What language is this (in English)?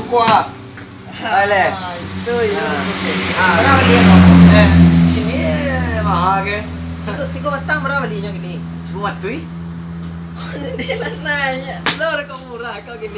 Minangkabau